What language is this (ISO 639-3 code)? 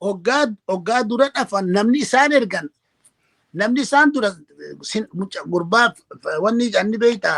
orm